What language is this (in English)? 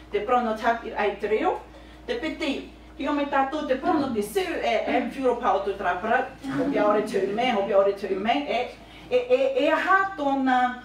Tahitian